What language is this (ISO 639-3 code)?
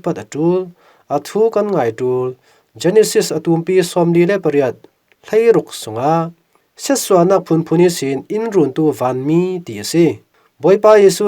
cfm